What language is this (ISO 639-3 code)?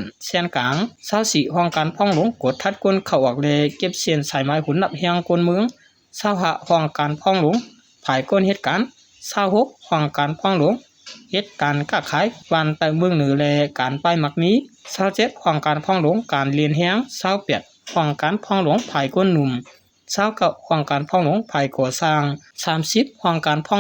shn